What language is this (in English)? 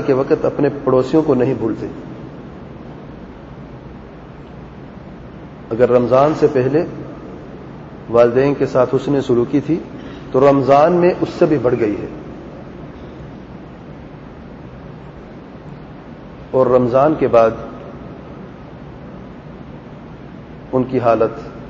Urdu